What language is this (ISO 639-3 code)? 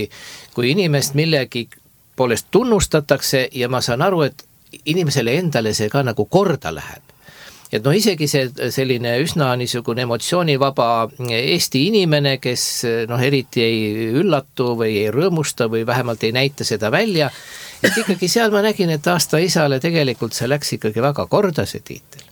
est